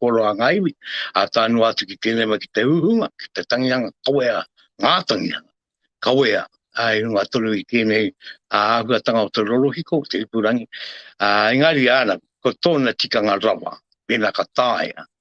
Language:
Māori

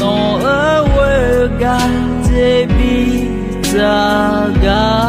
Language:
Akha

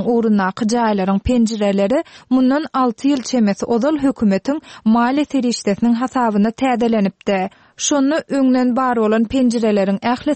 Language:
Turkmen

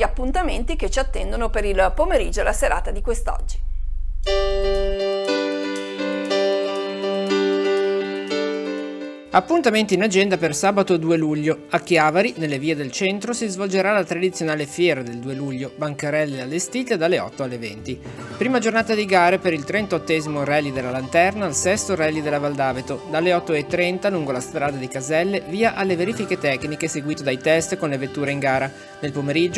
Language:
Italian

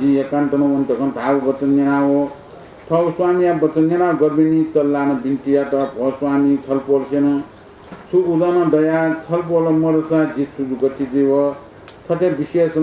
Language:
Newari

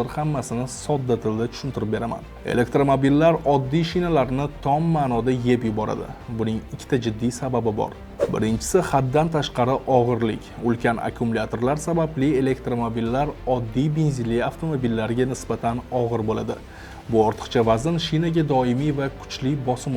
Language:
Uzbek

